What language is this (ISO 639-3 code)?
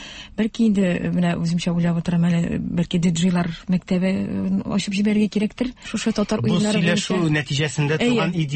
tat